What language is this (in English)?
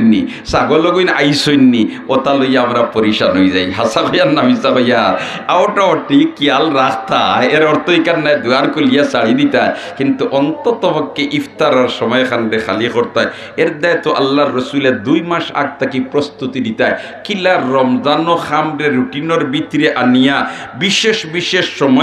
Sylheti